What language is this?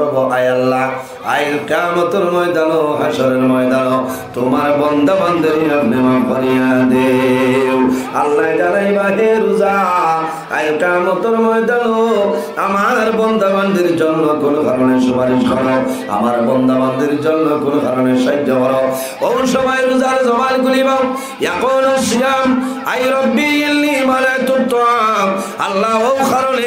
Sylheti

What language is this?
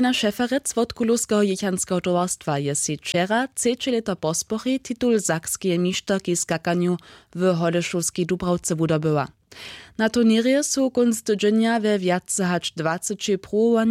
Upper Sorbian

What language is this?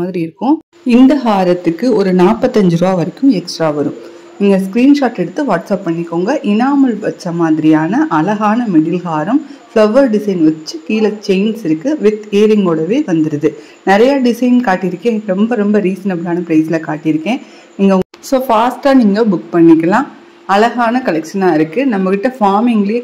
Tamil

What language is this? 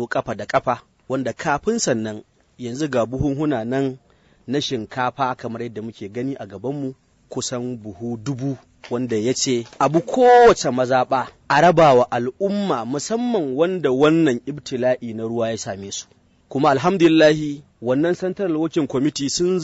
Hausa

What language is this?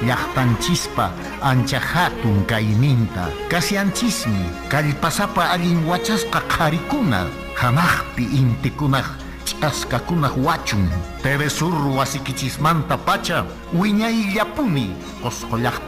Quechua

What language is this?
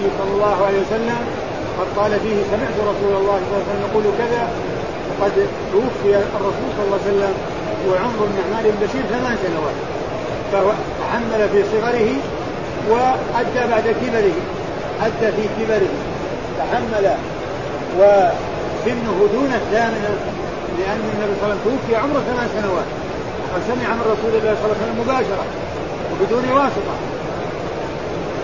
Arabic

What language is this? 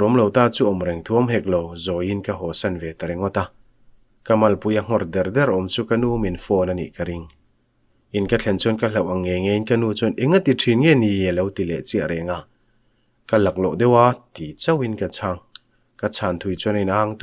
Mizo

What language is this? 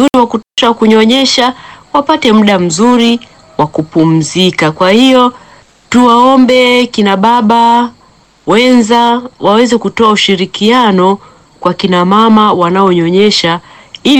Swahili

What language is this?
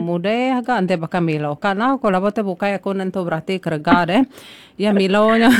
Iban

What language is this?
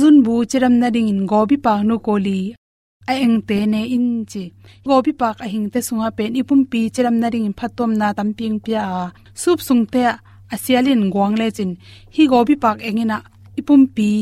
Tedim Chin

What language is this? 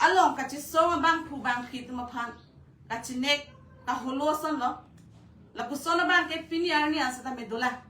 Karbi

